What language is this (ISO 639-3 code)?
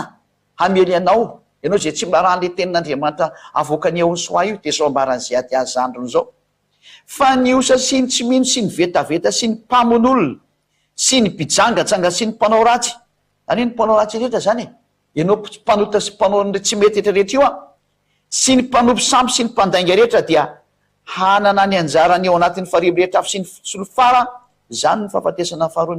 mlg